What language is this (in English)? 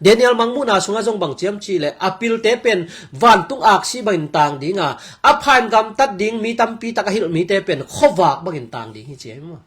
Tedim Chin